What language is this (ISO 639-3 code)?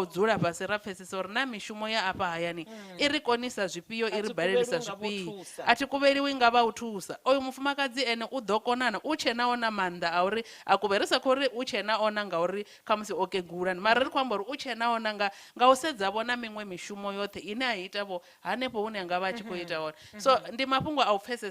ven